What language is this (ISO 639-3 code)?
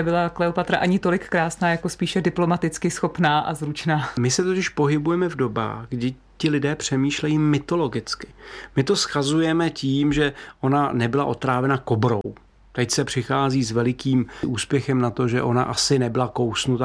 ces